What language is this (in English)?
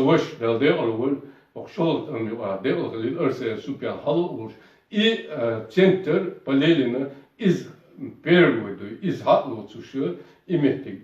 Chechen